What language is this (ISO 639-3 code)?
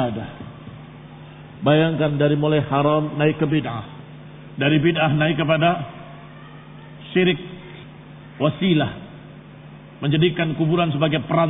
ind